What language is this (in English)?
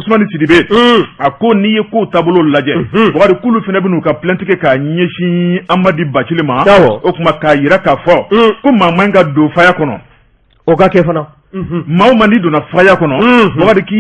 Bambara